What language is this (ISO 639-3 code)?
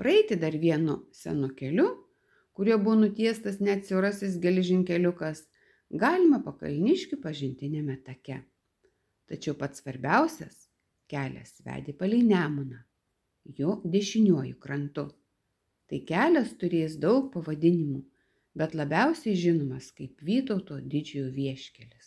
lit